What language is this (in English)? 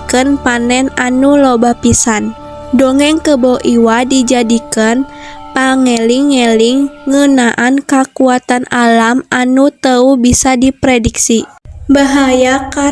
Sundanese